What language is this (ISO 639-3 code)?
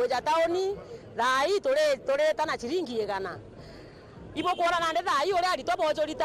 mer